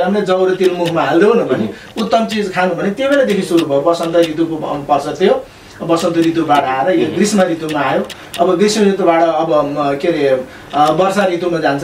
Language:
Nepali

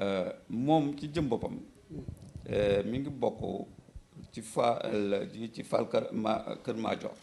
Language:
Wolof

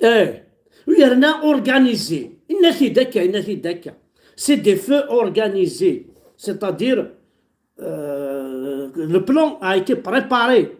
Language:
Kabyle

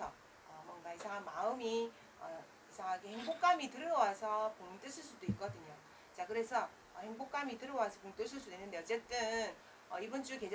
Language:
Korean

